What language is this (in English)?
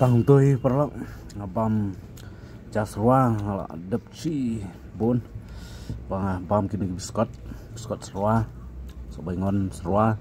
Khasi